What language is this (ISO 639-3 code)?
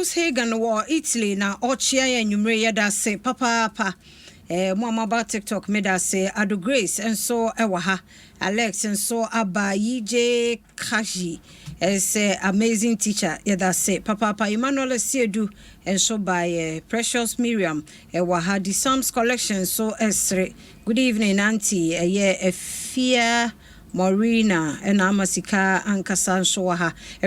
aka